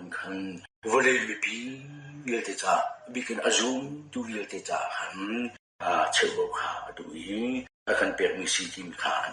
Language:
Hakha Chin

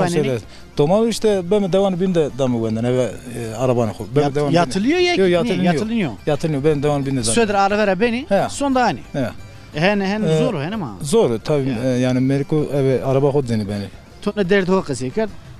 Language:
Zaza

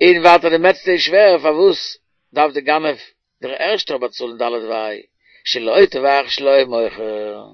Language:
Yiddish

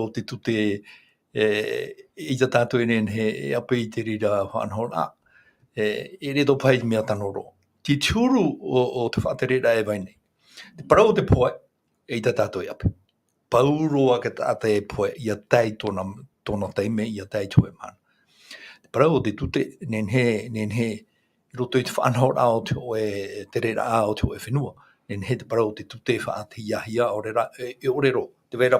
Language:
Tahitian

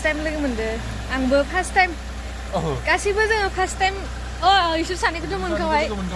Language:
Bodo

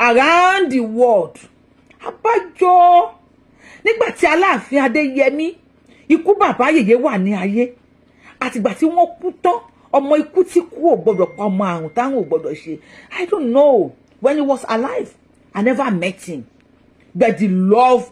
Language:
Yoruba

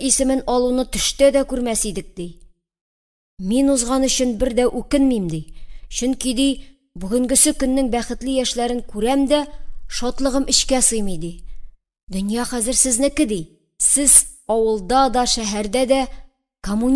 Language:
Tatar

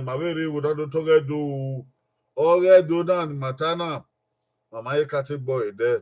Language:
Bini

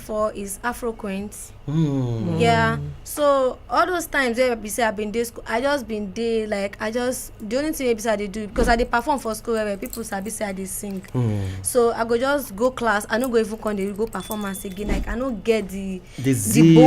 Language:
Nigerian Pidgin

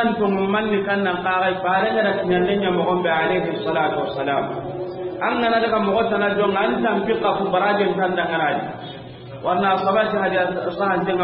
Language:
Soninke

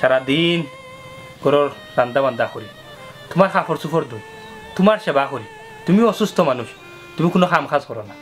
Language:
Sylheti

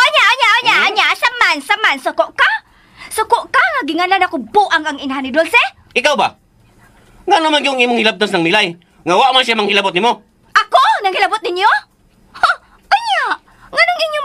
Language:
Cebuano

